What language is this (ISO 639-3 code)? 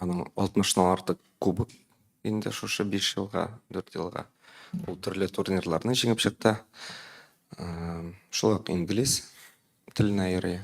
tat